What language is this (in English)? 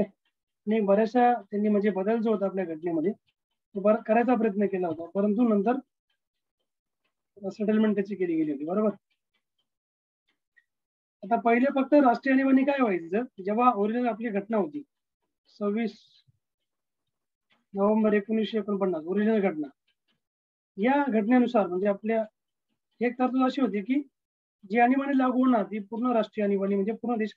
Marathi